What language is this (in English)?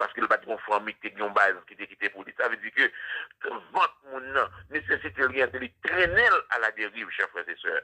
Haitian Creole